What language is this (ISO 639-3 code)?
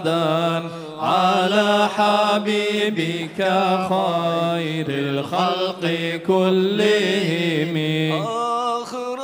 kum